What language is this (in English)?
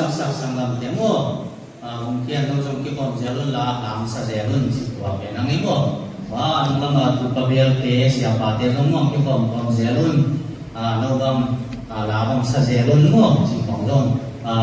Tedim Chin